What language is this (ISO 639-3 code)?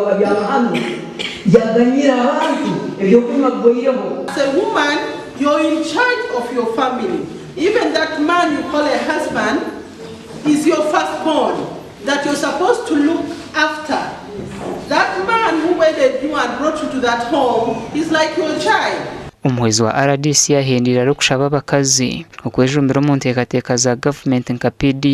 nyn